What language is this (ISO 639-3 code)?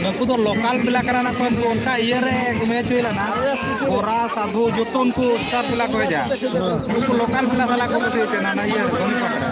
sat